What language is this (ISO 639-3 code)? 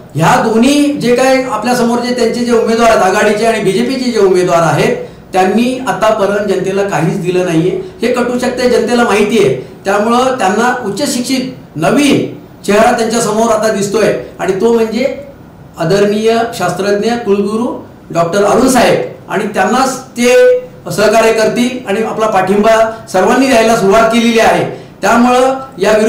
mar